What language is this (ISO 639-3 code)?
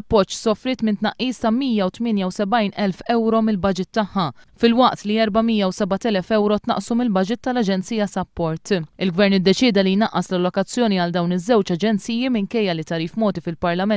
mlt